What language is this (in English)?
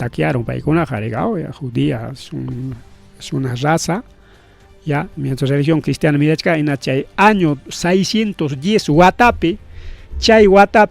Ayacucho Quechua